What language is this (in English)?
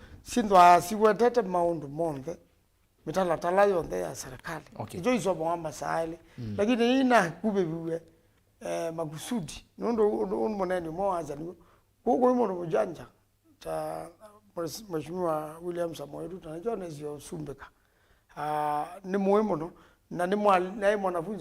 Kamba